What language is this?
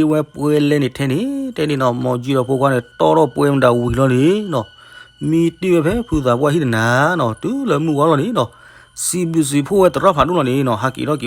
S'gaw Karen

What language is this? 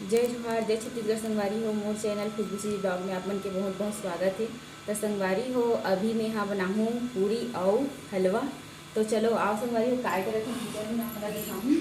Chhattisgarhi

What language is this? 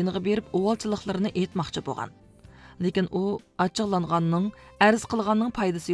Uyghur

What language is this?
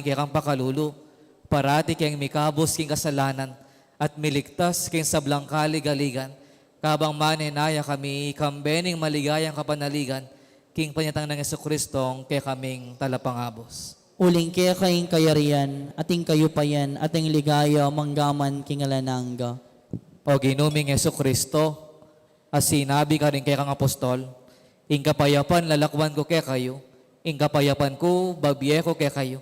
Pampanga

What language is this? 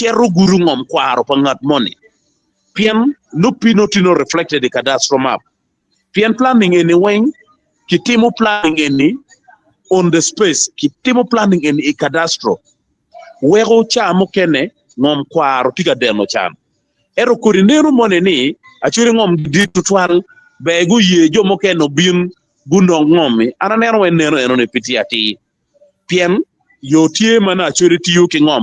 Acoli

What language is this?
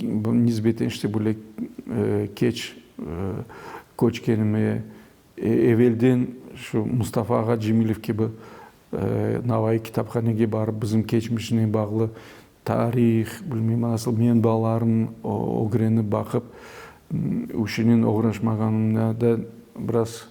Crimean Tatar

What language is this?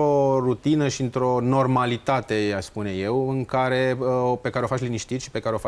Romanian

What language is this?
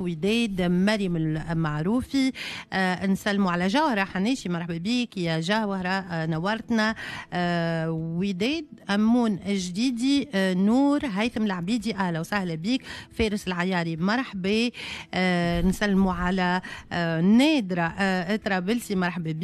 Tunisian Arabic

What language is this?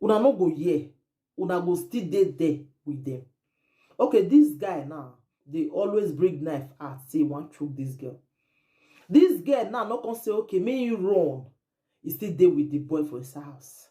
Nigerian Pidgin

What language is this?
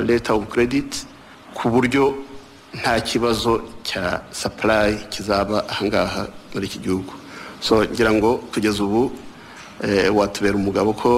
Kinyarwanda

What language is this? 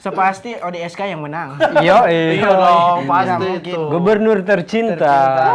Manado Malay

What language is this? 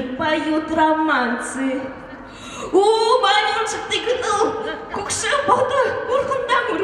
Buriat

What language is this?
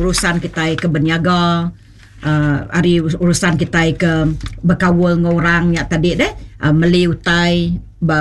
Iban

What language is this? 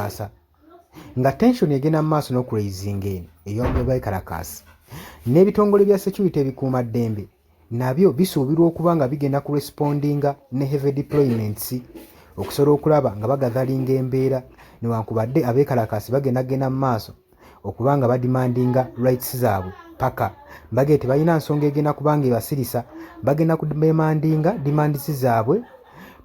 Ganda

